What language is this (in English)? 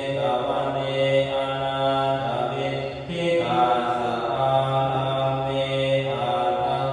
Pali